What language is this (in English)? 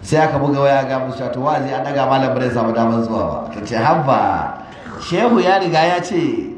Hausa